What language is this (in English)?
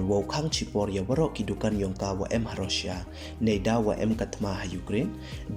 Pnar